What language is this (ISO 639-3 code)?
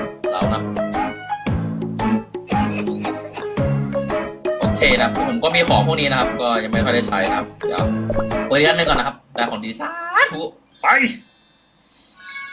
tha